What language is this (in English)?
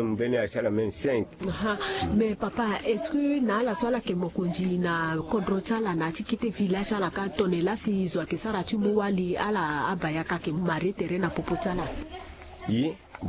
Sango